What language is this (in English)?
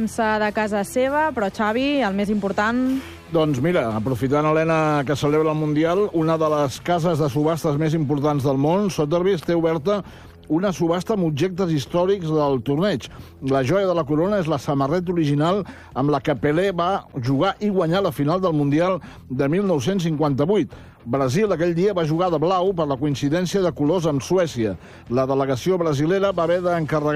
Catalan